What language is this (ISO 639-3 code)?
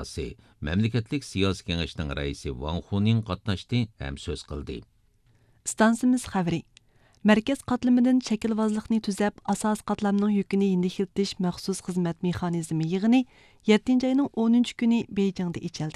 uig